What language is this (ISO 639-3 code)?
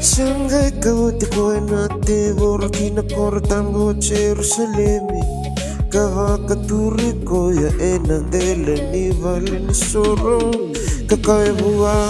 fij